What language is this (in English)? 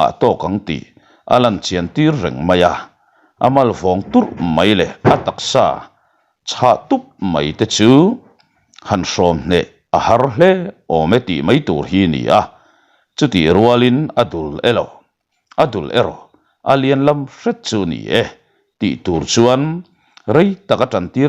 Mizo